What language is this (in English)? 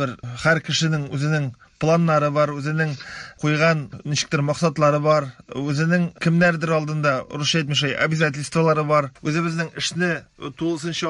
Tatar